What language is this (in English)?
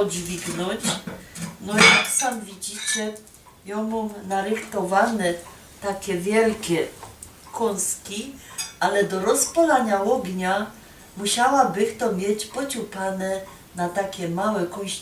Silesian